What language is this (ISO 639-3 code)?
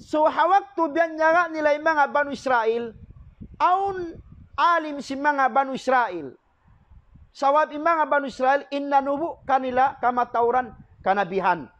tsg